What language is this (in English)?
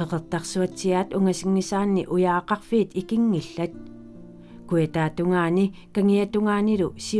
Kalaallisut